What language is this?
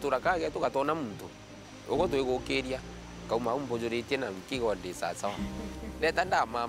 Meru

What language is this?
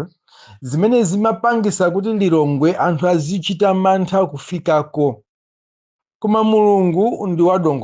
Nyanja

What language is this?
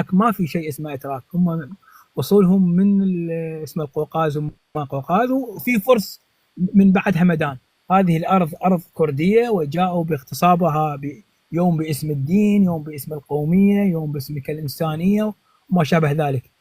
North Levantine Arabic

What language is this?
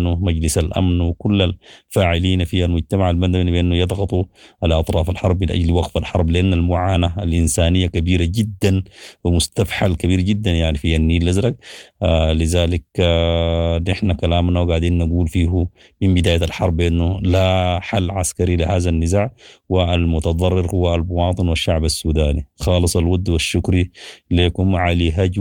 Sudanese Arabic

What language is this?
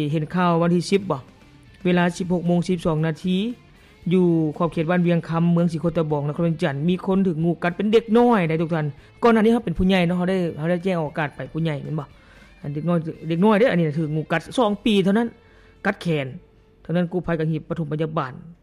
Lao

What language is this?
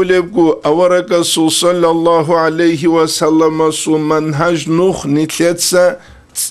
Avaric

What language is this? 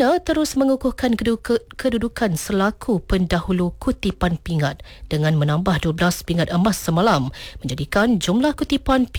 Malay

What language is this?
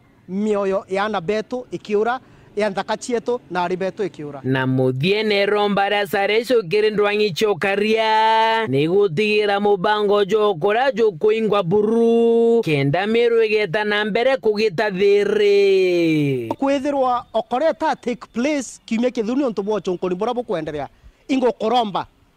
Meru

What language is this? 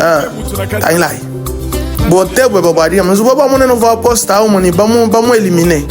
Luba-Lulua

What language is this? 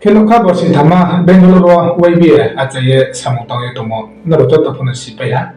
Riang (India)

